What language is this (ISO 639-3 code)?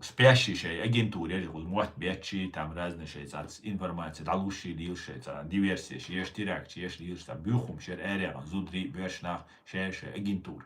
che